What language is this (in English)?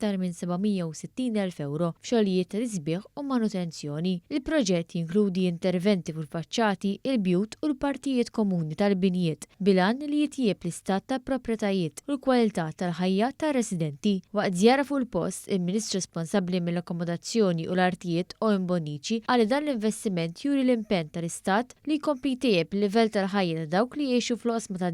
Maltese